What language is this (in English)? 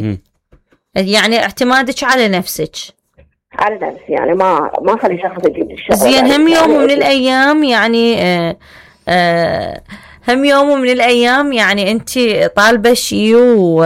Mesopotamian Arabic